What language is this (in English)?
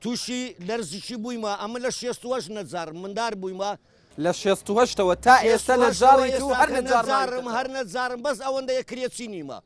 Central Kurdish